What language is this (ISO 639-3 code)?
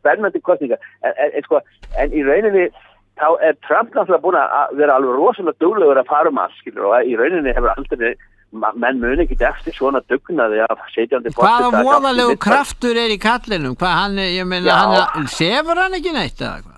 isl